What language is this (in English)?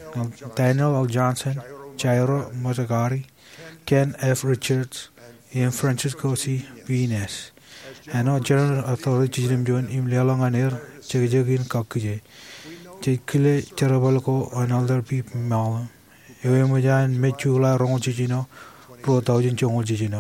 Marshallese